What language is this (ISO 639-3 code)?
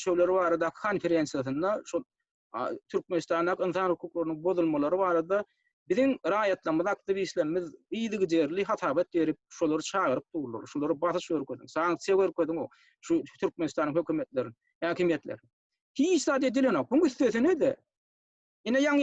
tuk